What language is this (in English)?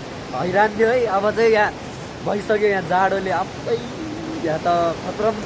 Nepali